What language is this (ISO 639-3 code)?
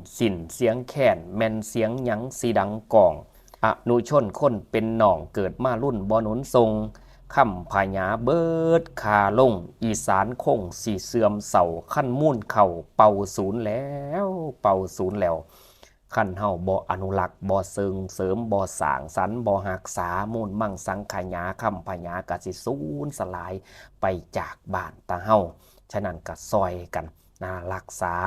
tts